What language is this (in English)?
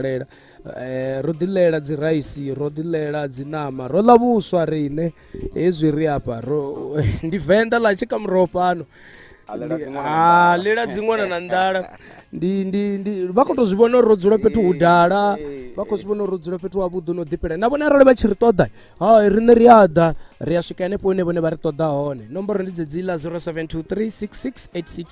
Venda